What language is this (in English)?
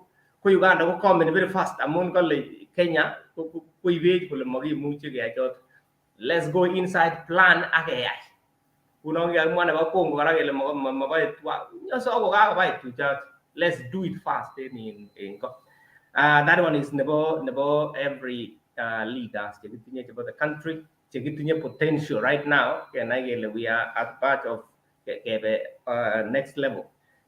Kalenjin